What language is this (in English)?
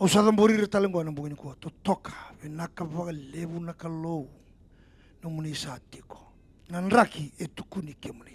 Fijian